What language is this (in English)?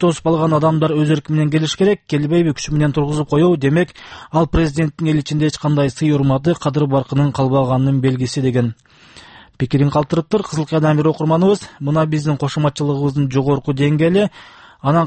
Kyrgyz